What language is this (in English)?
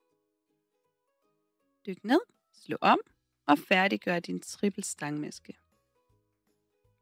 Danish